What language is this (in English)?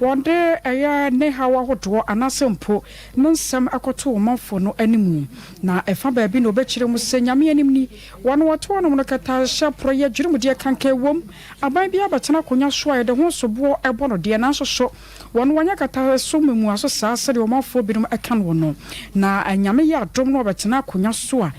Akan